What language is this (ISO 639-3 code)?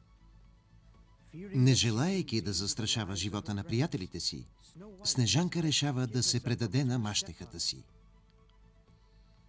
bul